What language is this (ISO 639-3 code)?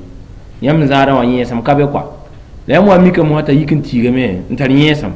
mos